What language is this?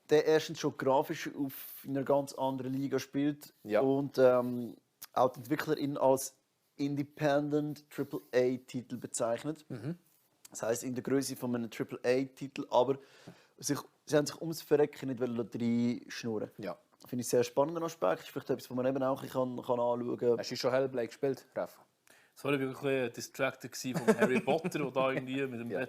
Swiss German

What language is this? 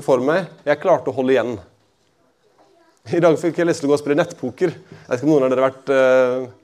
Norwegian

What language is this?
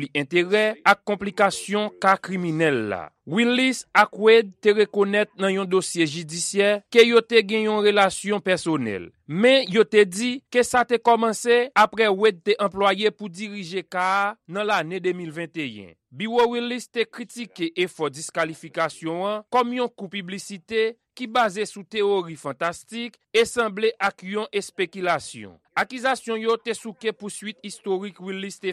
Haitian Creole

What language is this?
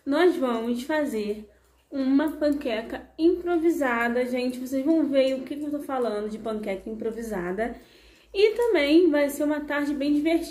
Portuguese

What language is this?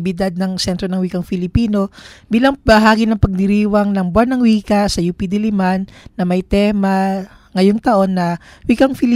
Filipino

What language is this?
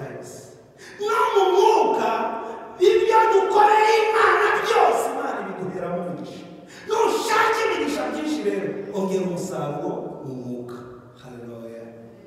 Kinyarwanda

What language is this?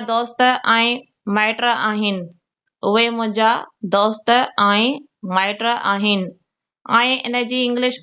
Sindhi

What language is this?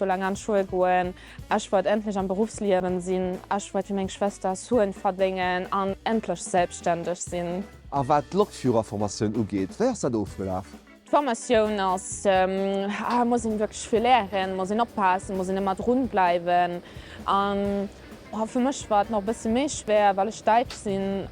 Luxembourgish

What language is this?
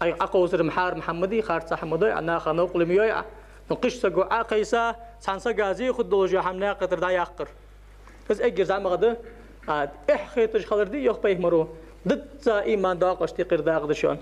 Ingush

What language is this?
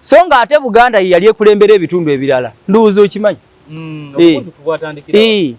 Ganda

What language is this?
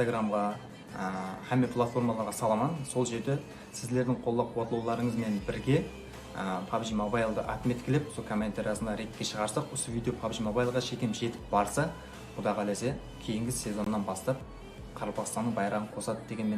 Kara-Kalpak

